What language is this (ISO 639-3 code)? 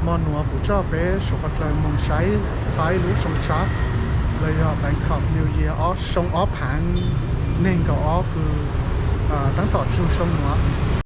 hmn